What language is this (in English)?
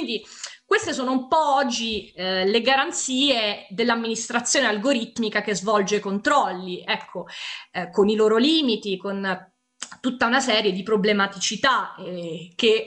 Italian